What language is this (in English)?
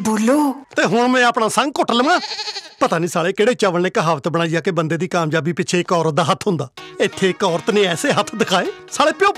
Punjabi